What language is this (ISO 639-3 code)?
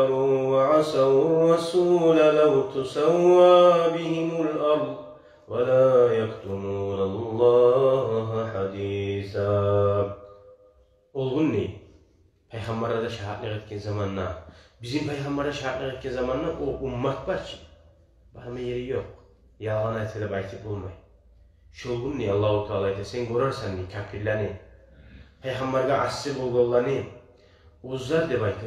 kum